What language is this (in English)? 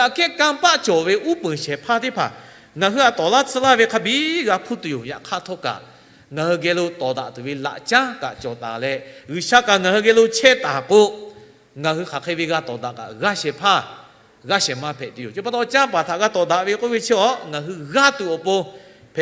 Lahu